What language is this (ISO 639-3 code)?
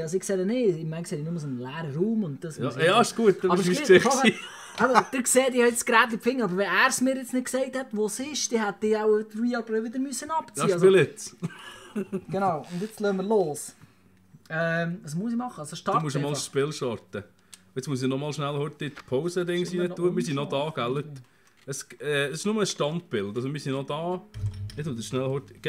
gsw